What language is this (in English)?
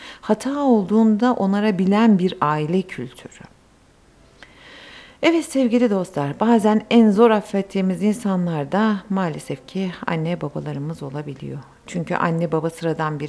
Turkish